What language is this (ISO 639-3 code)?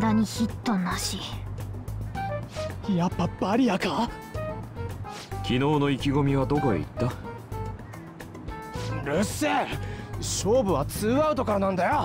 jpn